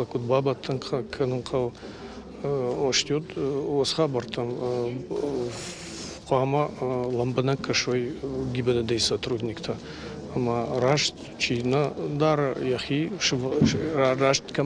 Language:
Ossetic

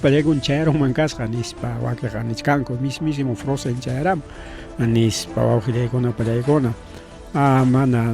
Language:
Ayacucho Quechua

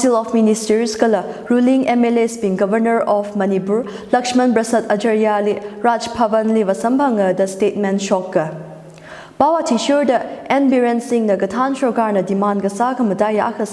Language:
Tangkhul Naga (India)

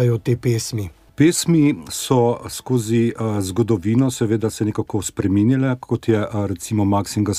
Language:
Slovenian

